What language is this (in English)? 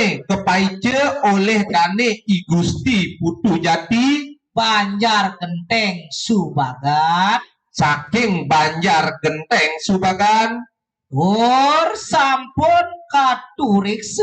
Balinese